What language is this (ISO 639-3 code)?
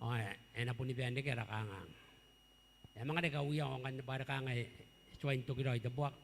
gil